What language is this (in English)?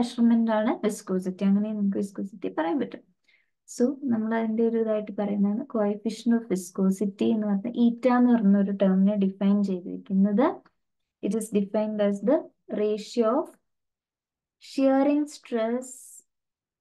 Malayalam